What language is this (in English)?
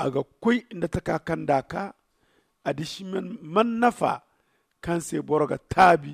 Zarma